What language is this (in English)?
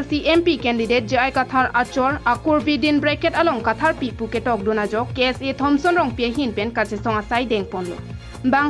Karbi